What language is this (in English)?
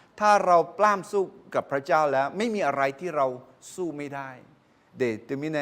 Akha